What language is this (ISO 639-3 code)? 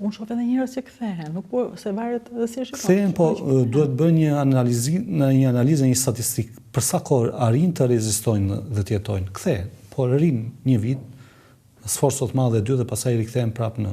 sqi